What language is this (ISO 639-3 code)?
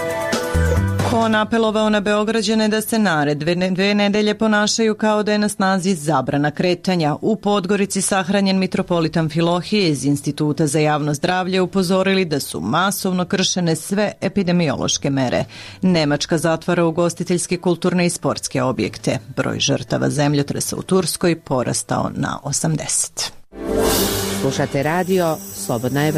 srp